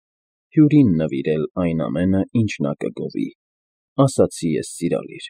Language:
Armenian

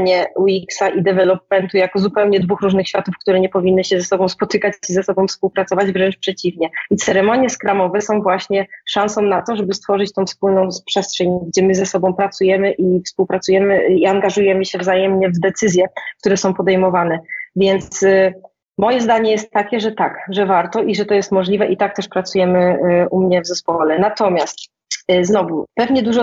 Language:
Polish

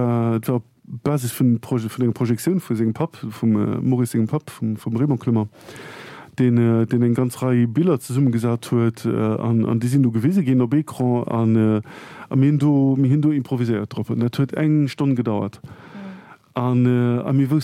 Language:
Luxembourgish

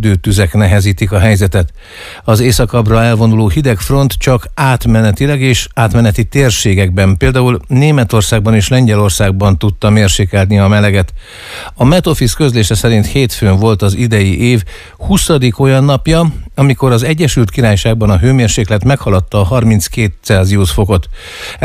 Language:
Hungarian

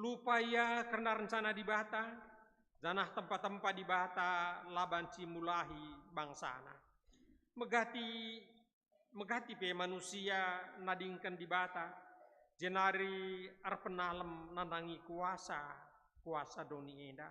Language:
Batak Karo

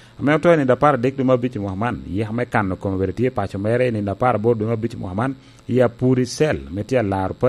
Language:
Lango (Uganda)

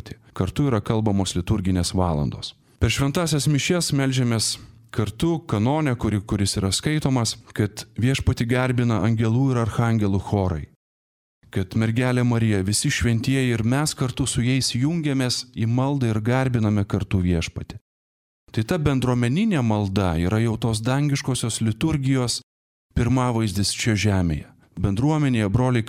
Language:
Lithuanian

